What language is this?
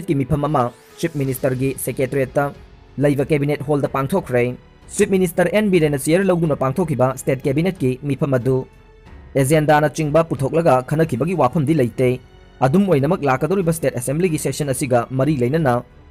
Manipuri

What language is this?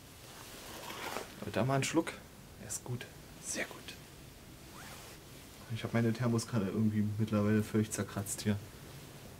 German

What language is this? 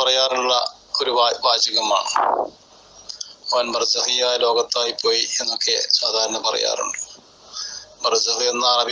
Malayalam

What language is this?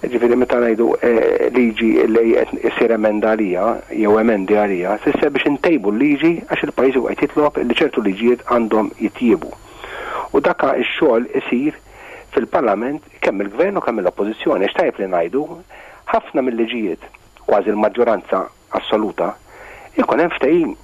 Maltese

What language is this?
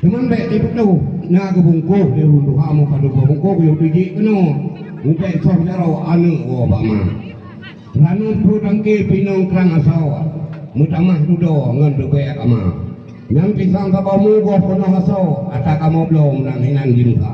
Achinese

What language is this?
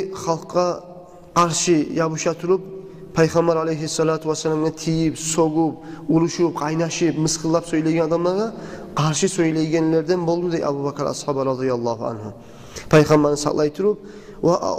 Kumyk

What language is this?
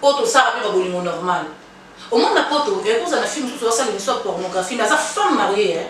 Lingala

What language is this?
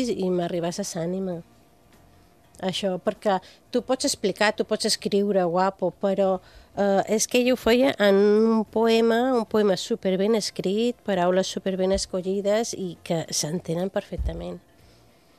Catalan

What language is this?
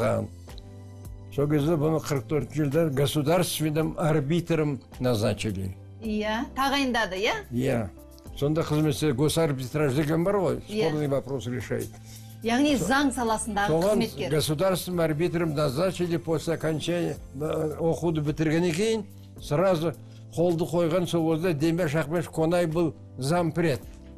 Kazakh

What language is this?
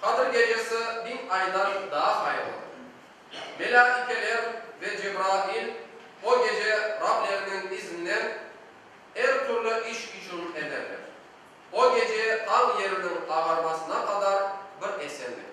Crimean Tatar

